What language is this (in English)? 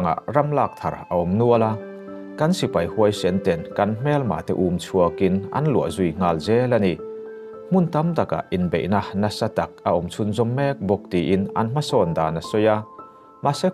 Mizo